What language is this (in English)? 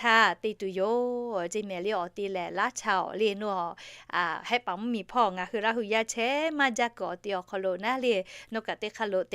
Lahu